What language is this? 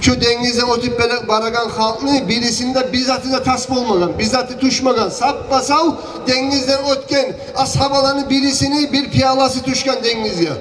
Kumyk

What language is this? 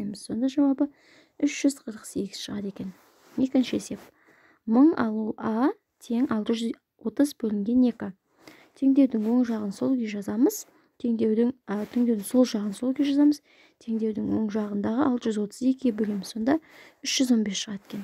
Kazakh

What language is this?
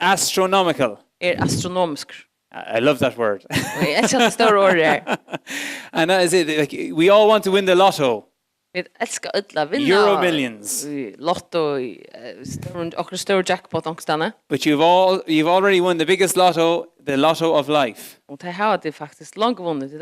Faroese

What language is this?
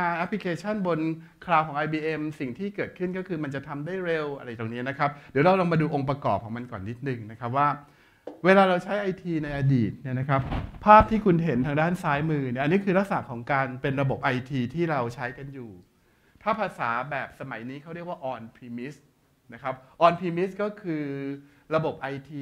Thai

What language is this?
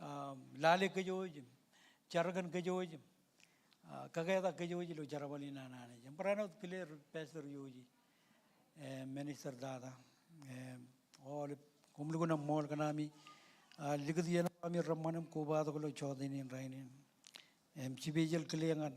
Marshallese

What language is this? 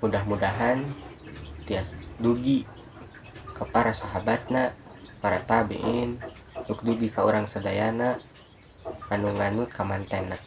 Sundanese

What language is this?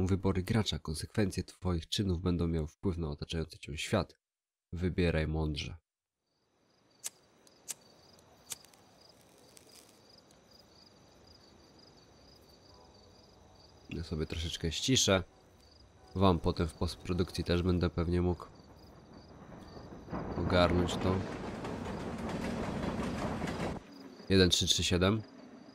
Polish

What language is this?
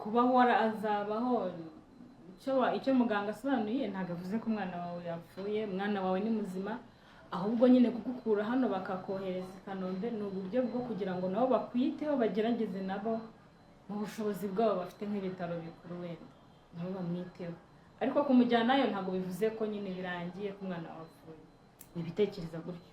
Kinyarwanda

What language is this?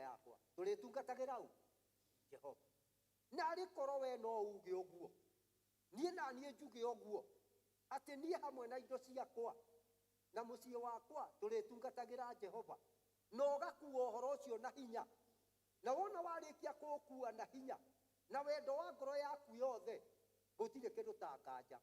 Kikuyu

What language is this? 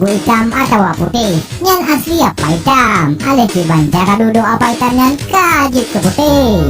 Achinese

